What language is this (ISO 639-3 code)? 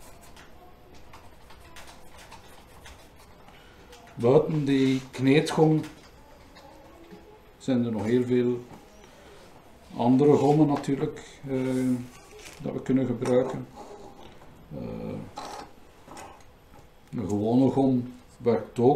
nld